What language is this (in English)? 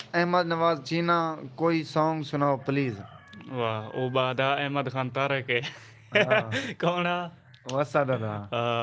Saraiki